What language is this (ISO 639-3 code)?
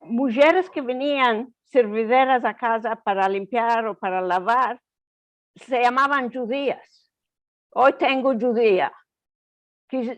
lad